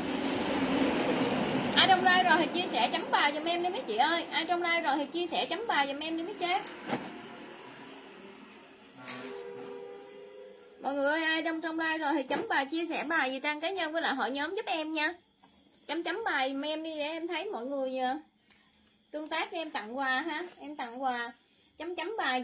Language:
Vietnamese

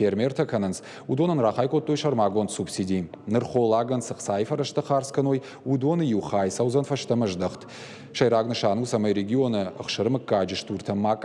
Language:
Ossetic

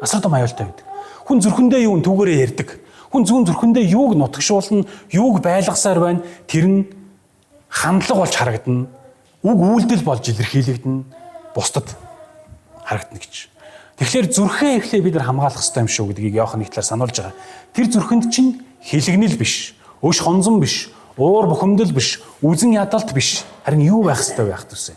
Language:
Mongolian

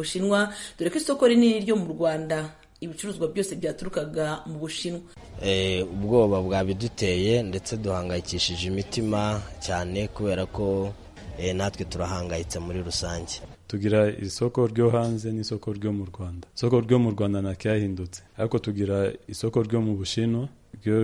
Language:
Kinyarwanda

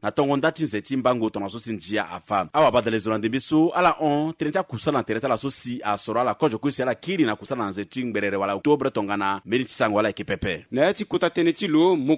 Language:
Sango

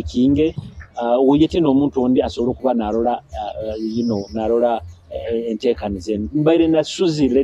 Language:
Nyoro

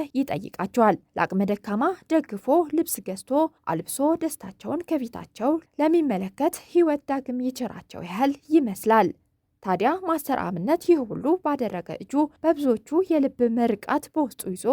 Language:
Amharic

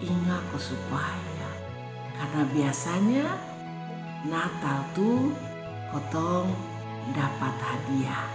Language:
Kupang Malay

